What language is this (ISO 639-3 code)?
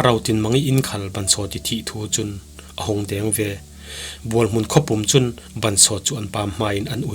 cfm